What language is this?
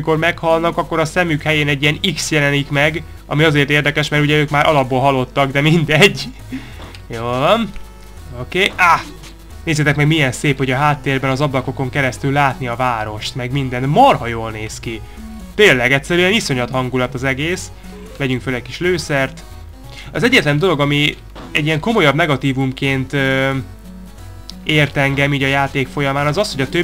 Hungarian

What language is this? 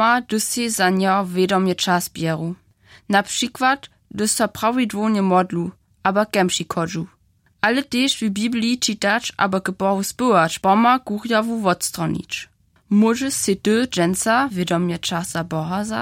Upper Sorbian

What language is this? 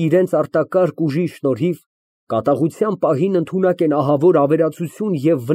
Armenian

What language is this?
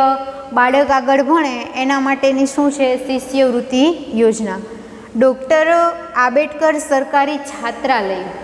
Gujarati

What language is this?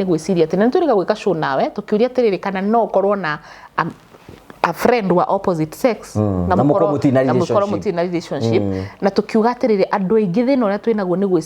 Kikuyu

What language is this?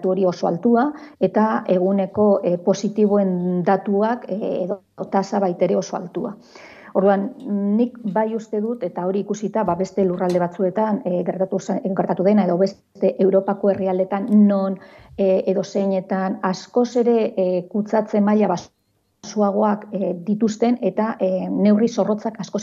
Basque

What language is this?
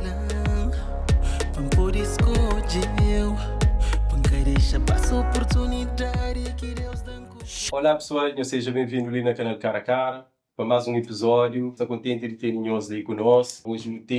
Kabuverdianu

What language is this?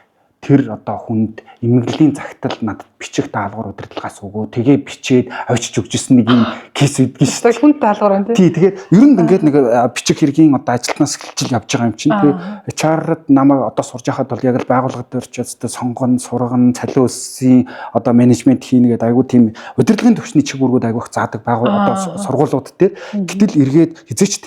Mongolian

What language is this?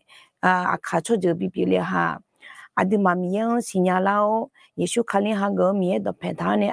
Akha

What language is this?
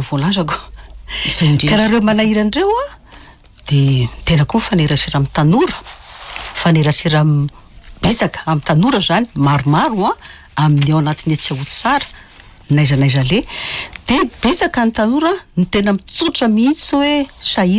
Malagasy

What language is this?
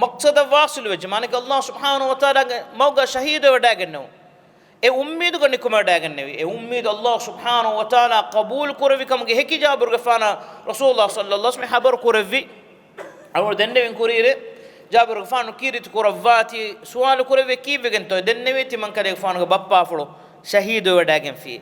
Divehi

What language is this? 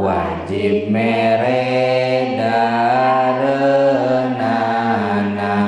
Sundanese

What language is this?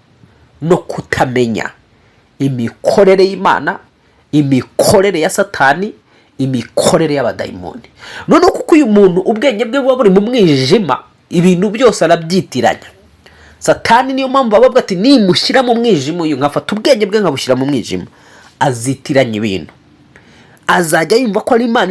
Kinyarwanda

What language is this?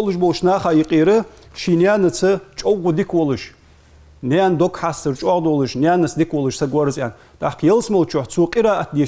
Ingush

